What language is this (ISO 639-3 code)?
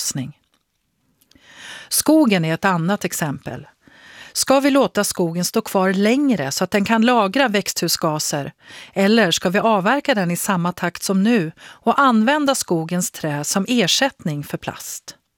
swe